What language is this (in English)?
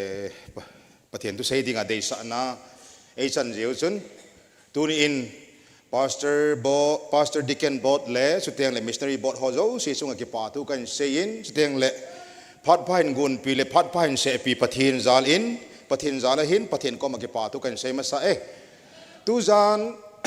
Thado Chin